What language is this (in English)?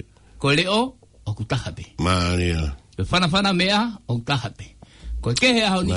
Tongan